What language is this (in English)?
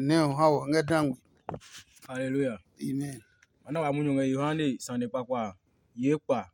Adangme